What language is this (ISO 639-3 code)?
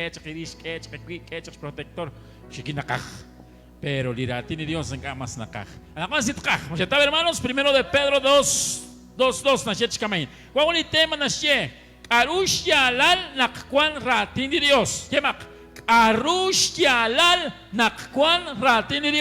kek